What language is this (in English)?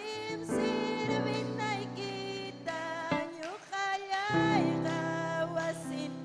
Ayacucho Quechua